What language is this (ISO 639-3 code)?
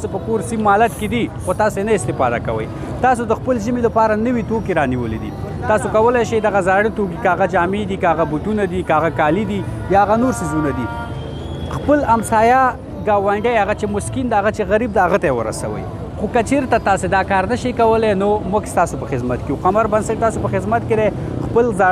pus